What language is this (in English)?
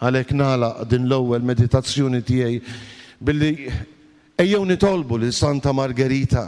Maltese